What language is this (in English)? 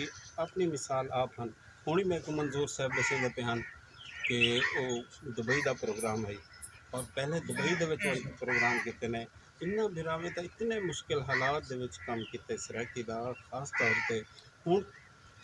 Saraiki